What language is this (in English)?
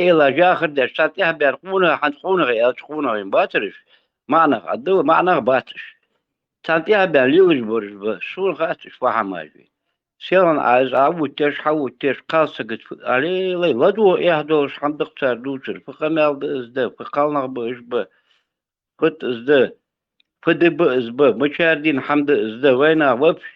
Chechen